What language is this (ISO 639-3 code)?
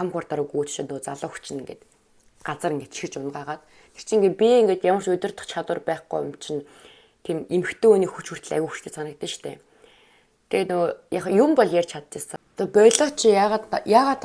mon